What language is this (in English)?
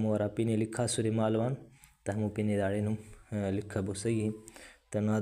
Brahui